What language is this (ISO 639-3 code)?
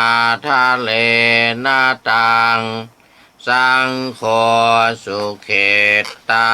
pli